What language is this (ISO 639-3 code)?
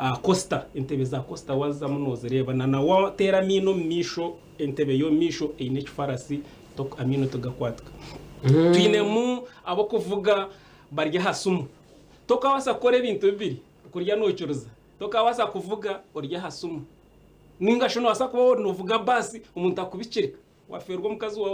nyn